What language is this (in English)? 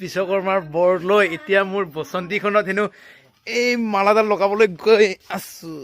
Assamese